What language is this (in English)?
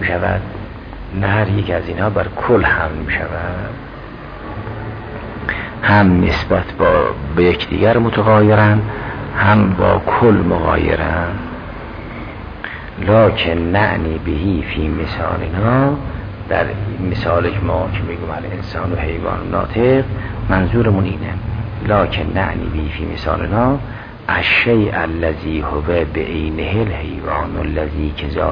Persian